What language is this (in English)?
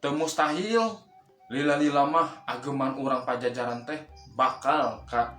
Sundanese